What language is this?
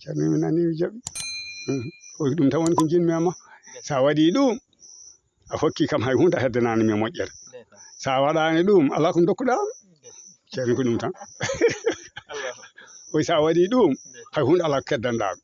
Fula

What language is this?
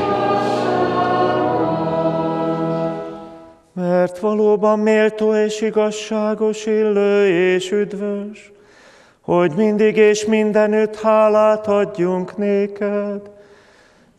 Hungarian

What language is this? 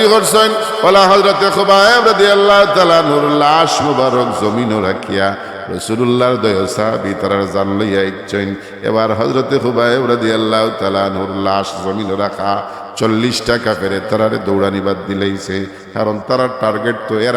Sylheti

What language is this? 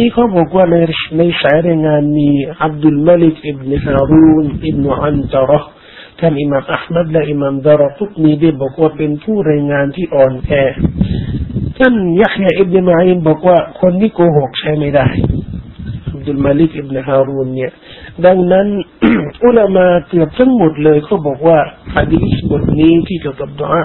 Thai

